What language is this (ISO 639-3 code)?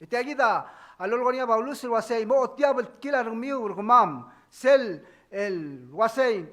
pau